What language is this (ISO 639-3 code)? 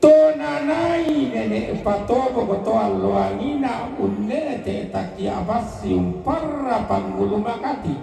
sda